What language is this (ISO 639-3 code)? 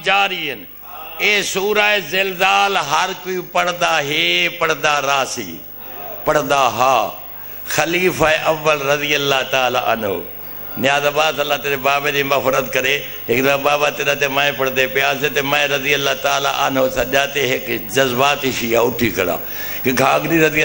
skr